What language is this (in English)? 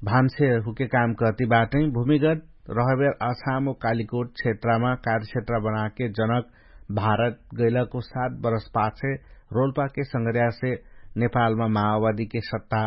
Dangaura Tharu